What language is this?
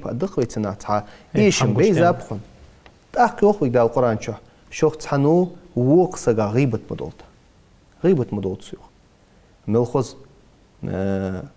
Ingush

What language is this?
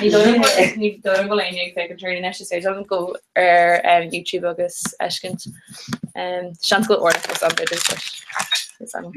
Irish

